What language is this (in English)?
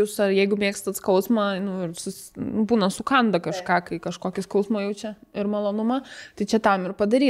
Lithuanian